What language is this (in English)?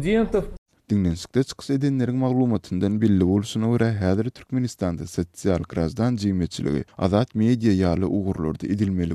Turkmen